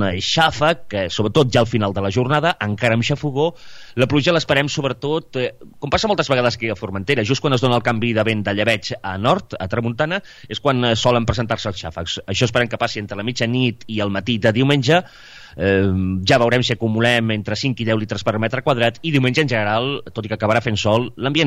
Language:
Catalan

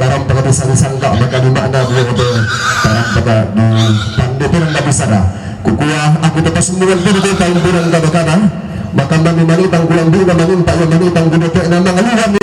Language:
Toraja-Sa'dan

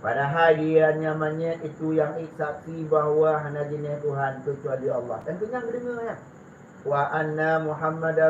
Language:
Achinese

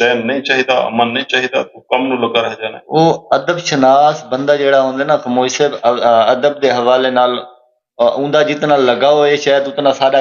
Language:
Saraiki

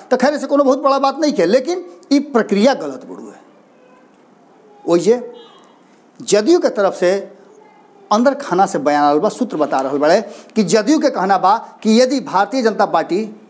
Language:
Bhojpuri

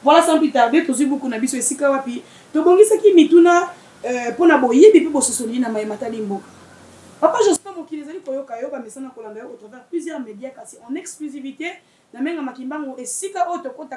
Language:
Lingala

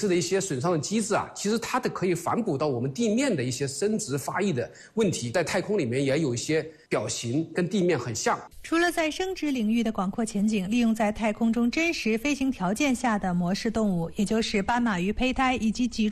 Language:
Chinese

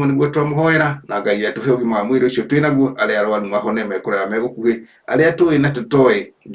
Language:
Kikuyu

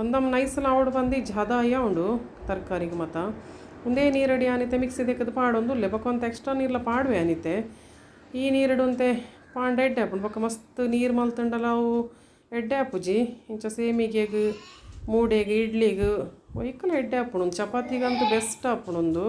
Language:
Tulu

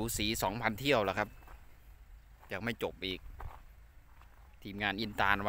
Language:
Thai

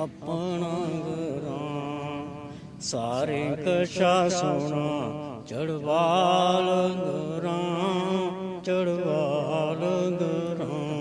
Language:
Dogri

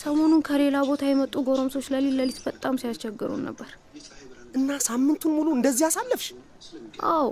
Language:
Amharic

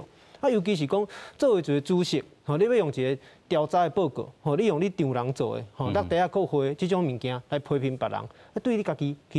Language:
Min Nan Chinese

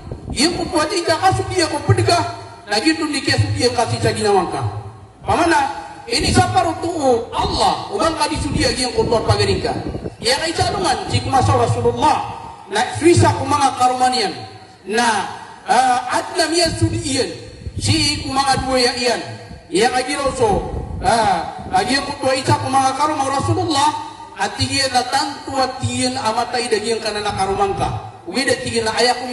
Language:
Maranao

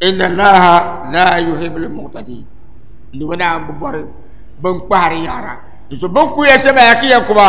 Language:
Dagbani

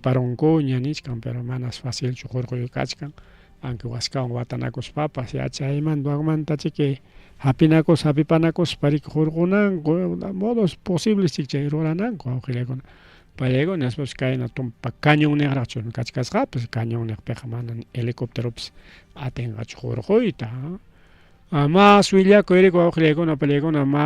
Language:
Ayacucho Quechua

